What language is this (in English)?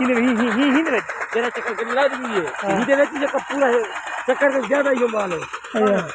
Saraiki